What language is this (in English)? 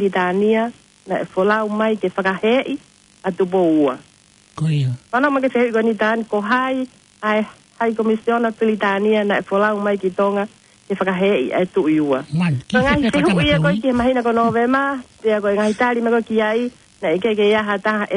Tongan